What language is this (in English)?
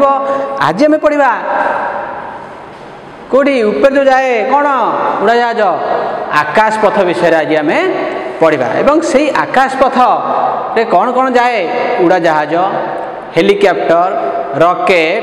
Odia